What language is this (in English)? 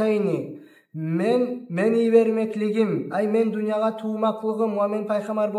Kumyk